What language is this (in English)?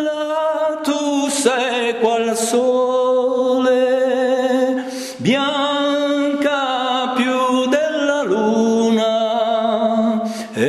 Italian